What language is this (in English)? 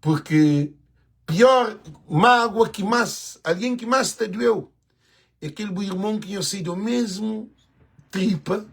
Kabuverdianu